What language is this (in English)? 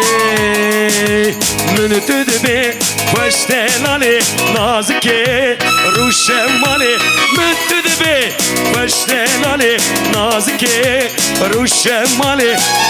Kurdish